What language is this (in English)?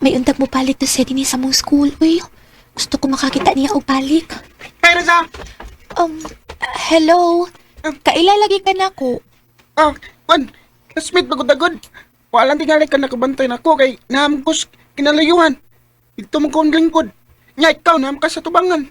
Cebuano